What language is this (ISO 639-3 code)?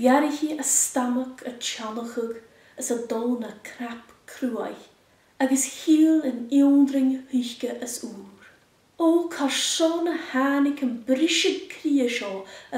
gla